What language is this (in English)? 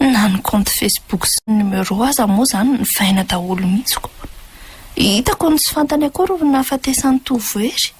Malagasy